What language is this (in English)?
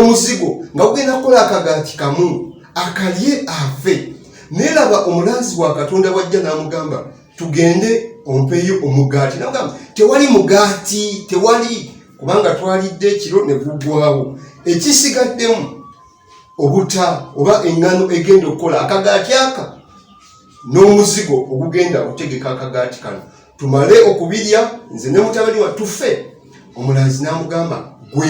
Ganda